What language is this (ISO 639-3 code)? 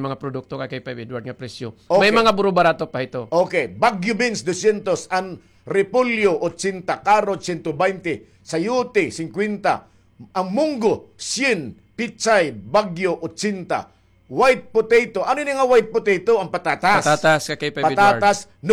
war